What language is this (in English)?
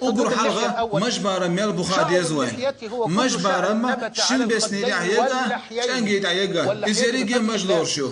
Chechen